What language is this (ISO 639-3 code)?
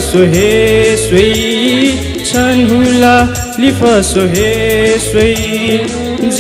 new